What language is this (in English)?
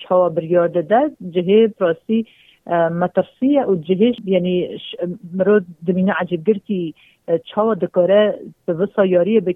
Kurdish